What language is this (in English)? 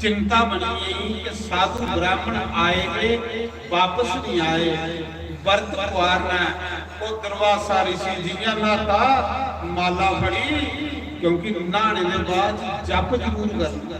Dogri